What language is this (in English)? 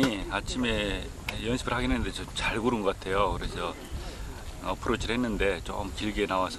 Korean